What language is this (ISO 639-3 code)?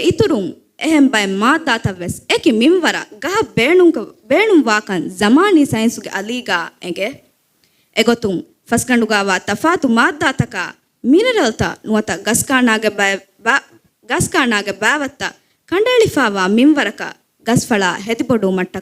div